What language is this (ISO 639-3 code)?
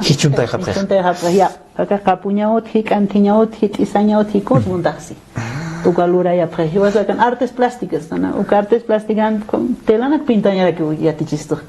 aym